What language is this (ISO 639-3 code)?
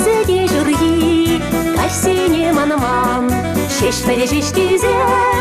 chv